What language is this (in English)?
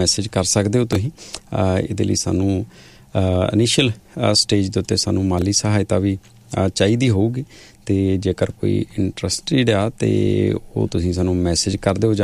Punjabi